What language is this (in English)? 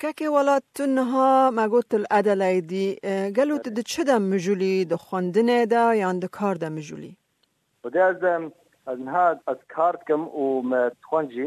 Kurdish